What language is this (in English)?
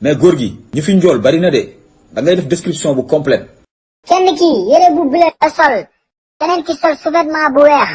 Wolof